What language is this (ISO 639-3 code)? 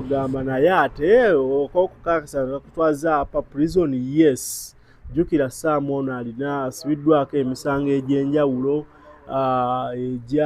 lug